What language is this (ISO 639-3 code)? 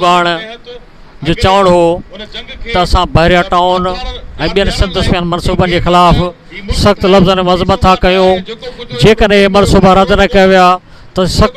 snd